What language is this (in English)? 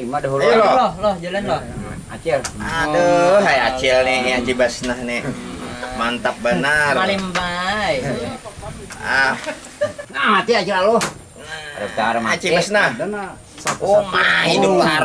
Banjar